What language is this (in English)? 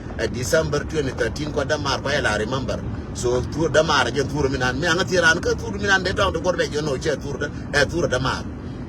Nuer